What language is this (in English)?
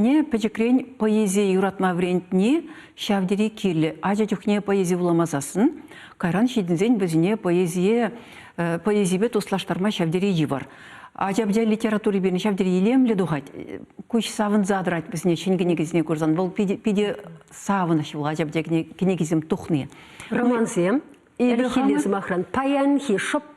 Chuvash